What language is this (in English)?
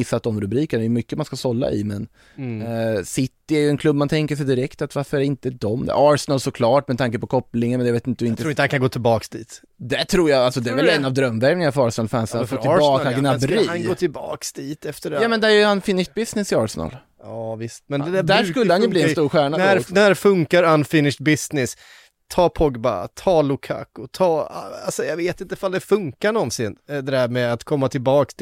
Swedish